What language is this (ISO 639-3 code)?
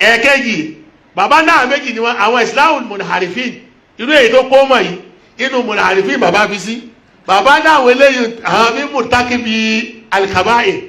yor